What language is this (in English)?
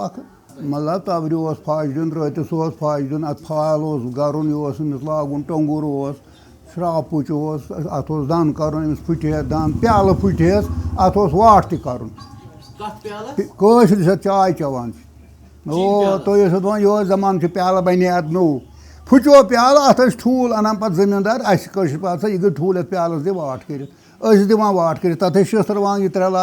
Kashmiri